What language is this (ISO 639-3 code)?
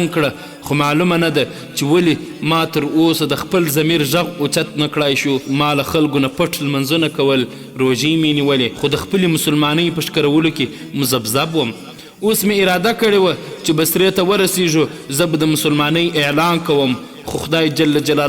pus